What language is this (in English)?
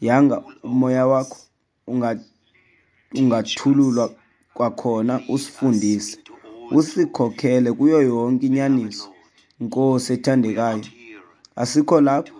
Xhosa